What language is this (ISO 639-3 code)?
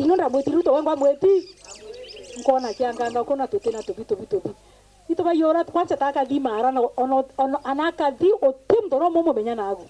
mer